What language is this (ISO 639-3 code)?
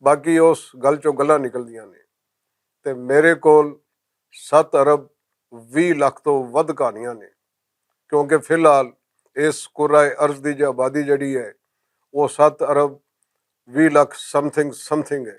lah